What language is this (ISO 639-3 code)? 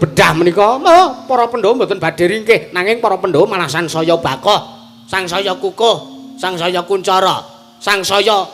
jav